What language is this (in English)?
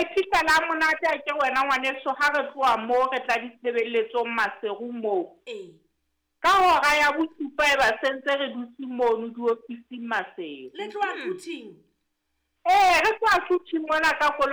Southern Sotho